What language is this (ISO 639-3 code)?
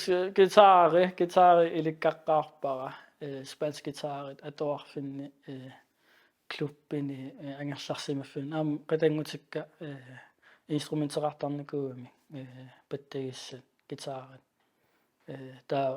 kal